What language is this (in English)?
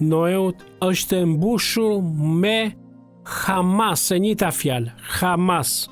Albanian